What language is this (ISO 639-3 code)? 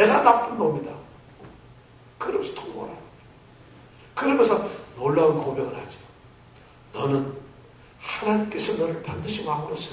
kor